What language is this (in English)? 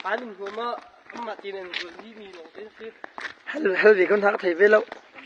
Hakha Chin